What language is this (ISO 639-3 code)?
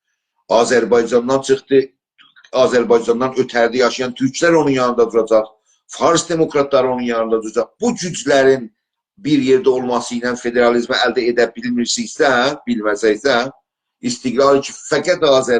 azb